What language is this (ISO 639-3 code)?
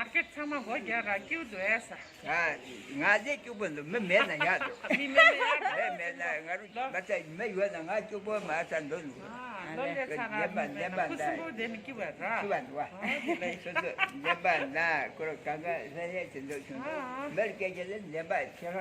bod